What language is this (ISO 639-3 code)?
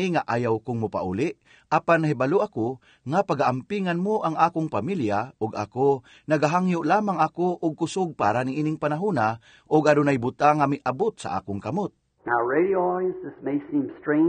ceb